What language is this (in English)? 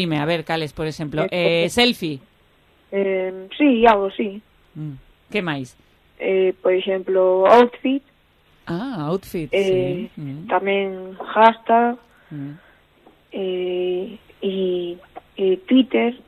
Galician